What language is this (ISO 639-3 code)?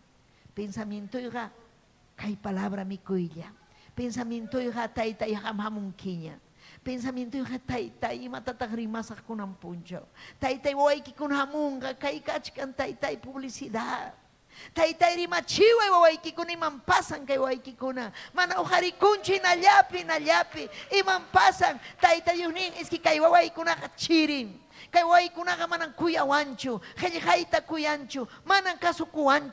quy